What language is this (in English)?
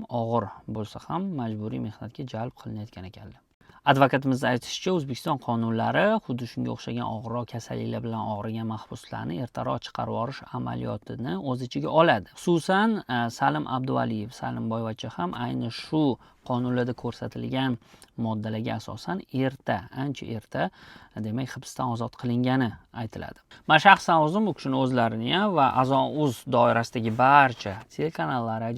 Uzbek